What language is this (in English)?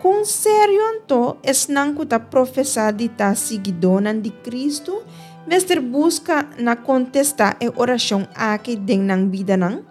Papiamento